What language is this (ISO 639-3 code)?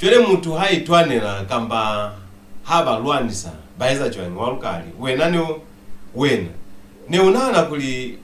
loz